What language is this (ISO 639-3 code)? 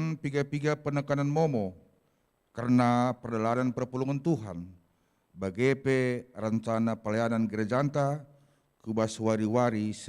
btx